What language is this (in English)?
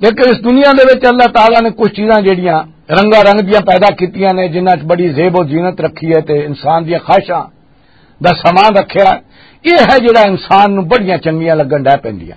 Western Panjabi